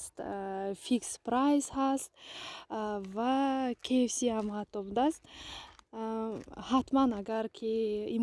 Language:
Tajik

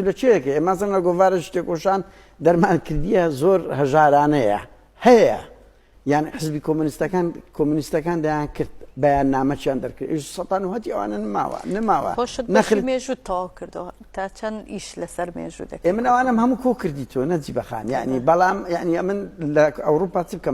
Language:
Central Kurdish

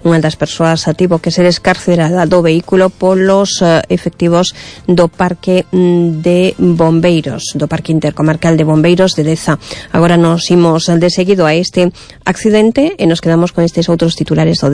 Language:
Galician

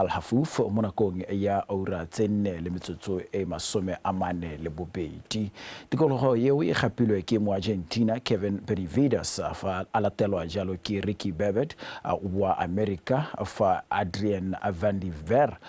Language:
Tswana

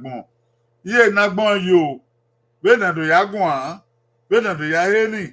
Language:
Bini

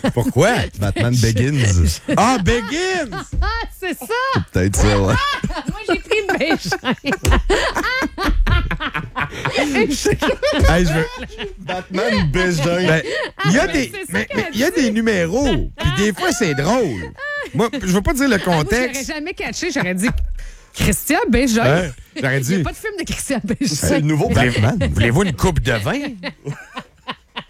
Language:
French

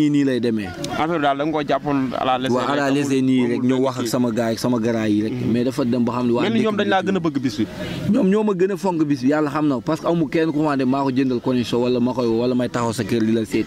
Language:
Wolof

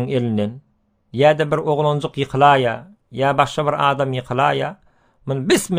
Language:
Turkmen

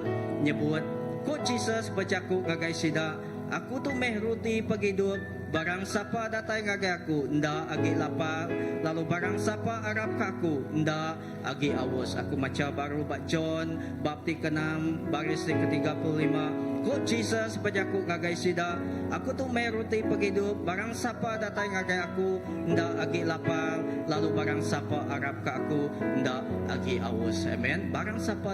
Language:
Iban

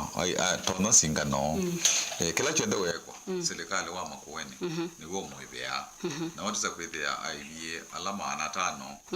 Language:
Kamba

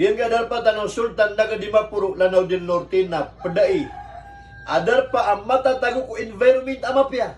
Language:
Maranao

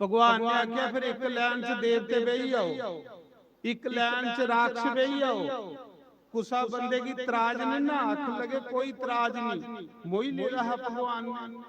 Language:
Dogri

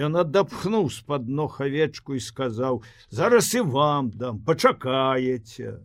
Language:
Belarusian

